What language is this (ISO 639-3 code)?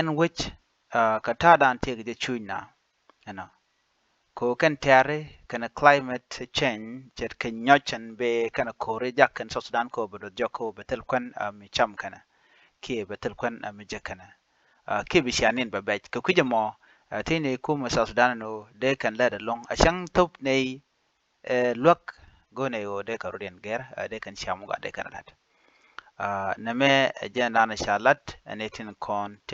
nus